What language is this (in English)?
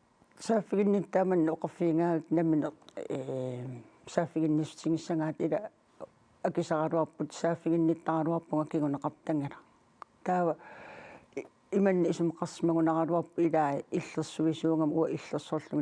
Kalaallisut